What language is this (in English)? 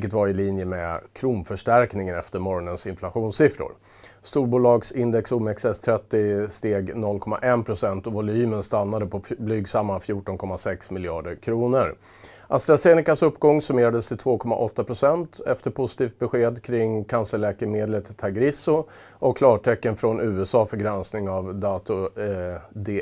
Swedish